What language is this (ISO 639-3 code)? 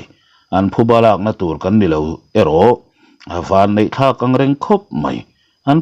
lus